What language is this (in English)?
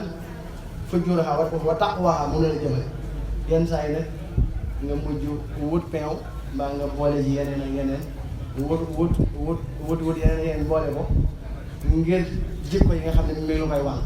Wolof